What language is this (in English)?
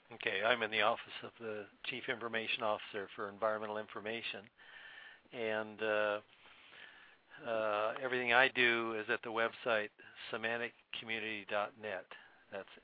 English